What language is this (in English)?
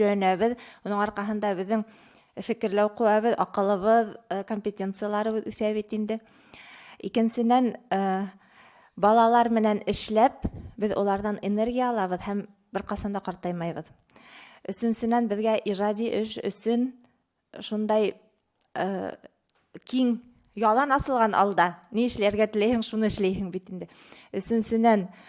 Bashkir